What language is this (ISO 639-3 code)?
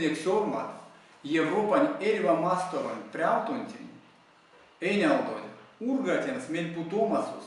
myv